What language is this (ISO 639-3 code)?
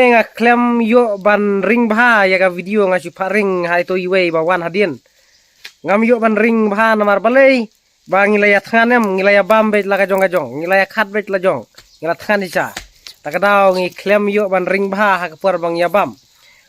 kha